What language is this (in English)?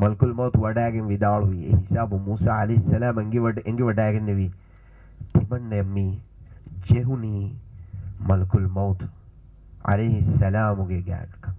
Divehi